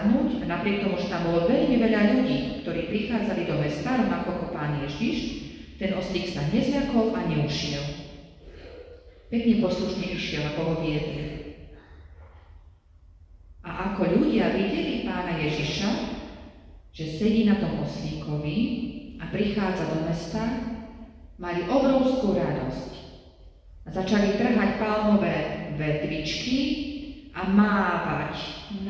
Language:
Slovak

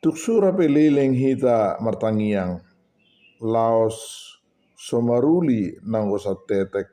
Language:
Batak Toba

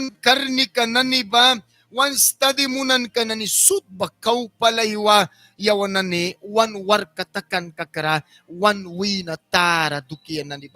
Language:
Mískito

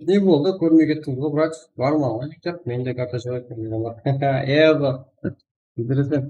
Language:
Kara-Kalpak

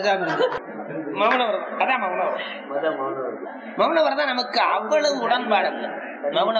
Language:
Tamil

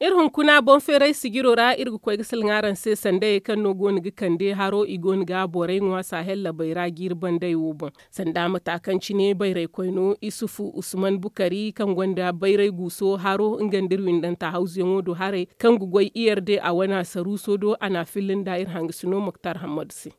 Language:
Zarma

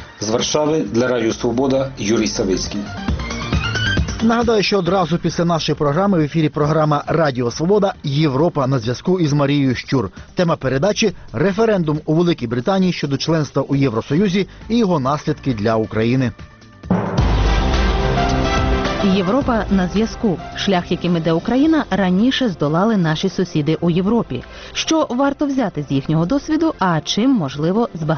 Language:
Ukrainian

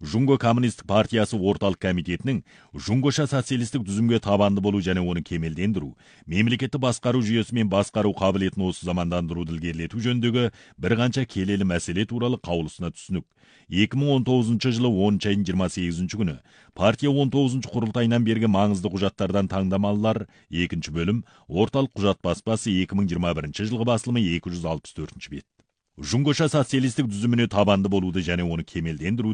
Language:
Kazakh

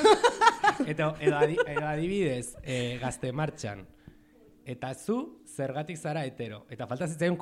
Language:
Basque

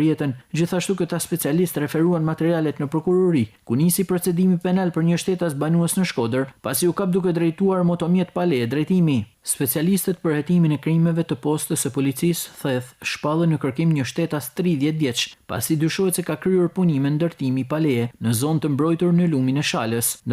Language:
Albanian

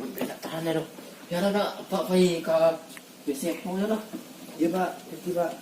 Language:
Minangkabau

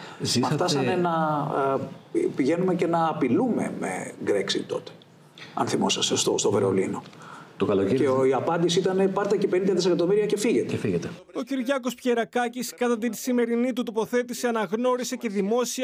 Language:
Greek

